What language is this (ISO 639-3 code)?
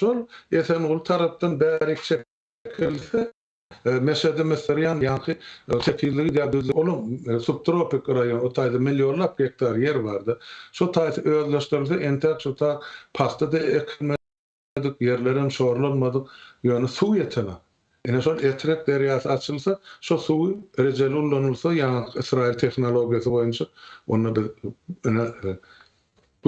tuk